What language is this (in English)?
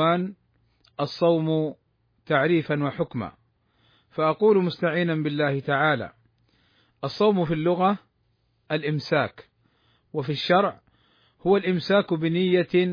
Arabic